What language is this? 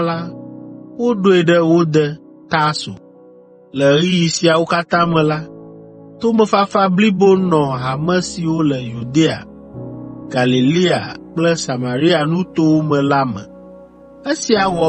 Ewe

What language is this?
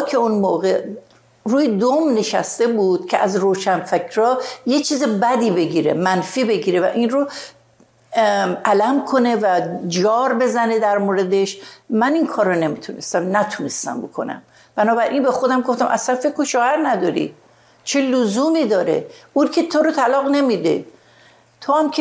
Persian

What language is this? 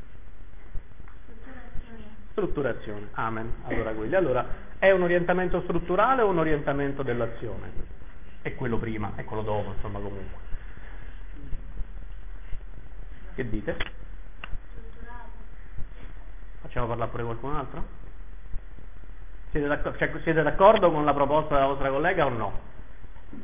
Italian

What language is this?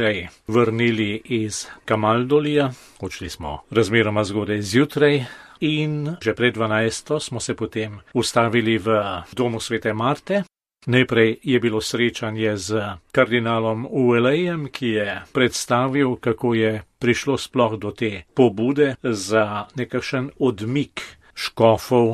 Slovenian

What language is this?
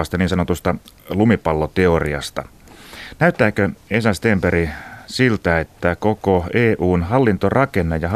Finnish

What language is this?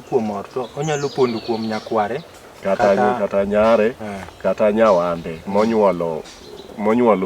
Luo (Kenya and Tanzania)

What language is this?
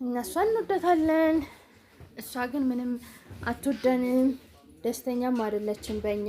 Amharic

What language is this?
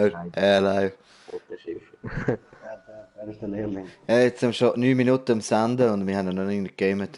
Swiss German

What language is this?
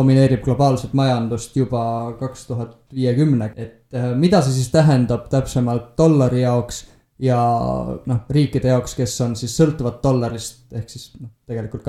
Estonian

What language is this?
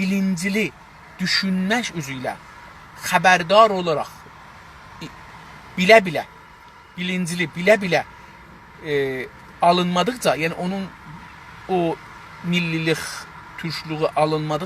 South Azerbaijani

